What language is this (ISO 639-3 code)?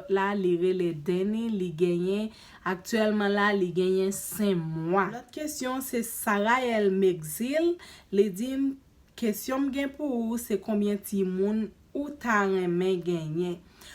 hat